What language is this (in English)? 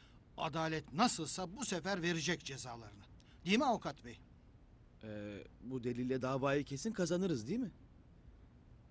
Turkish